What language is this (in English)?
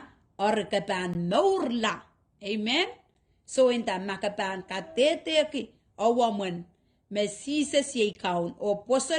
Pohnpeian